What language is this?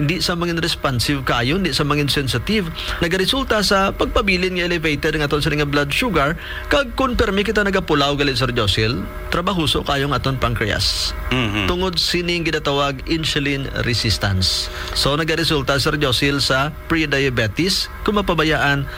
Hiligaynon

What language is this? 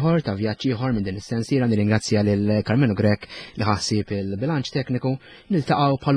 Maltese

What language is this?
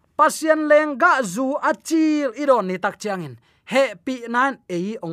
Tedim Chin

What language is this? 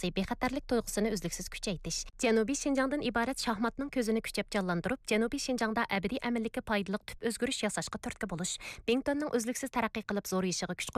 Uyghur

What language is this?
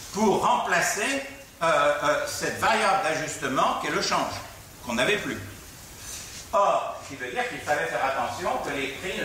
French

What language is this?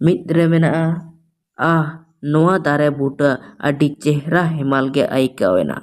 Santali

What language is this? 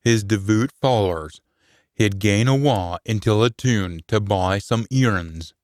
Scots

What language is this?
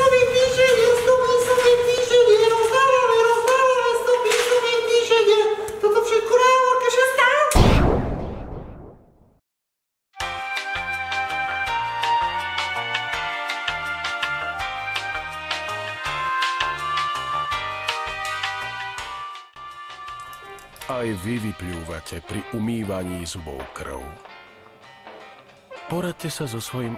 Slovak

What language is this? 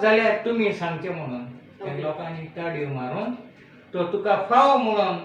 Konkani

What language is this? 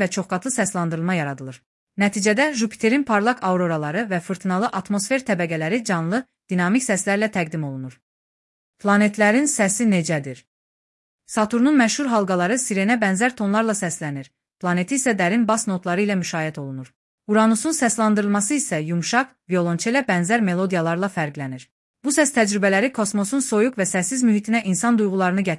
Azerbaijani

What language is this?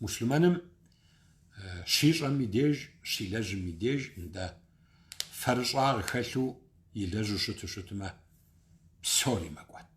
Kabardian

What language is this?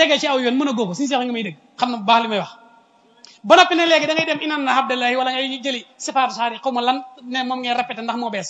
Wolof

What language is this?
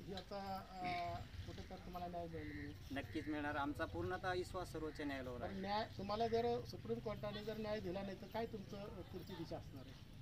Marathi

